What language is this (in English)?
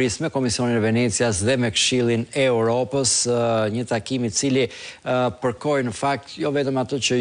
Albanian